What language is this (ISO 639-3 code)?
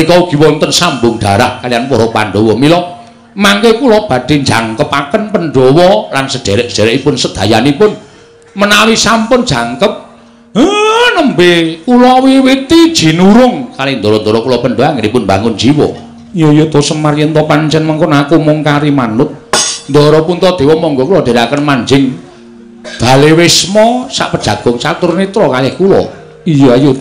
jav